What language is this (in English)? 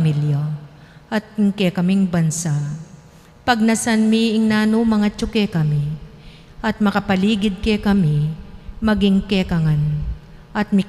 Pampanga